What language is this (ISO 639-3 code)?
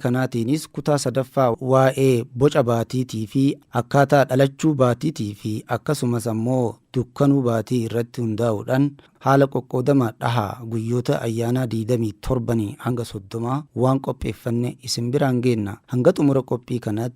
orm